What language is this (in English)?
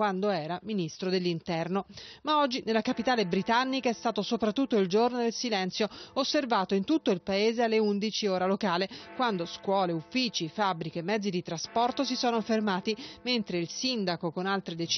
Italian